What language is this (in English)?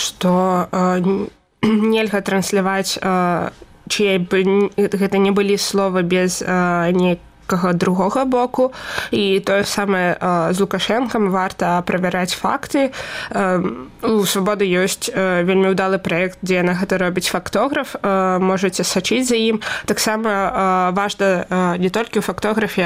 Belarusian